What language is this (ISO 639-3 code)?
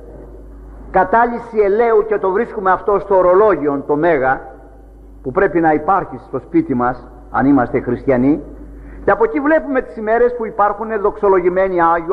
ell